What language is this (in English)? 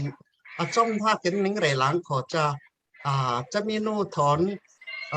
Falam Chin